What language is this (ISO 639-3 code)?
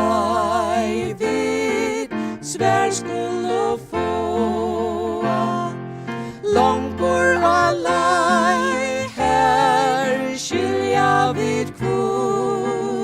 fao